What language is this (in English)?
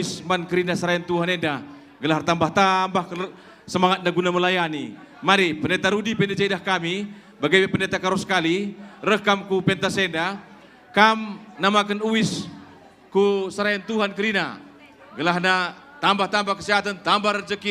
Batak Karo